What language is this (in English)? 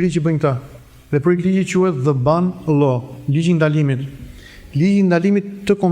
Albanian